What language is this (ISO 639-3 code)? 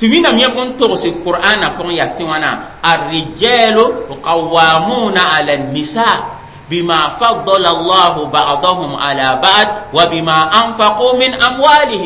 mos